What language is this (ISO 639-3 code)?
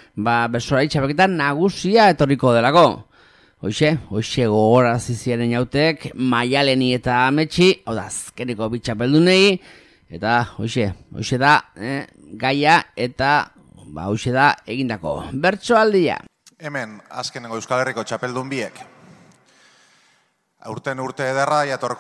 eus